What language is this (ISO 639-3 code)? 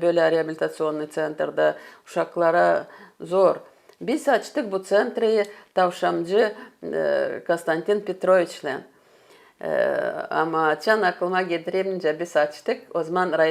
gag